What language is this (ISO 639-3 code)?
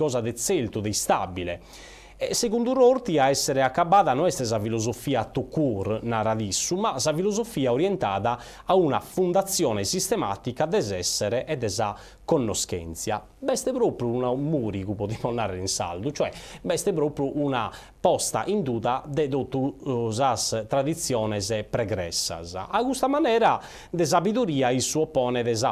srd